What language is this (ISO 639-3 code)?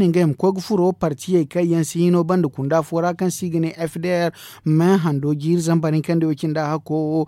dje